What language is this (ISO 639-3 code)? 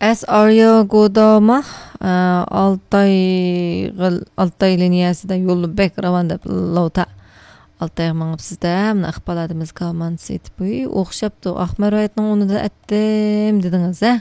uig